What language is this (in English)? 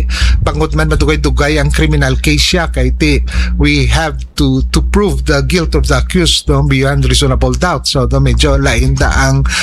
Hiligaynon